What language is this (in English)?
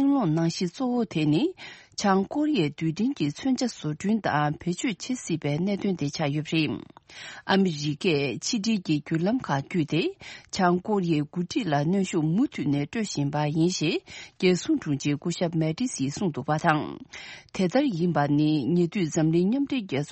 Tibetan